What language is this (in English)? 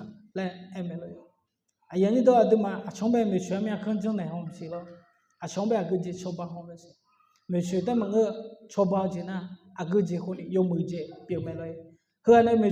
Akha